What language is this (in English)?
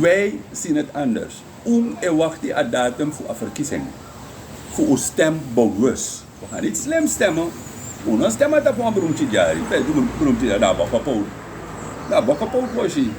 Sranan Tongo